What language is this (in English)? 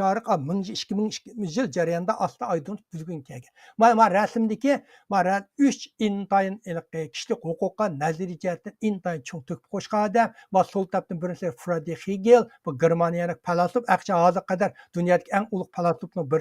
Uyghur